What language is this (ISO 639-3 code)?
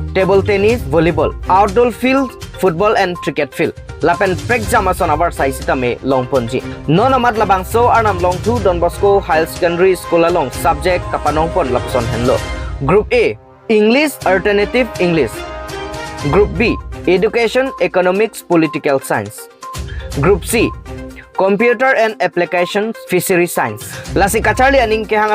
mjw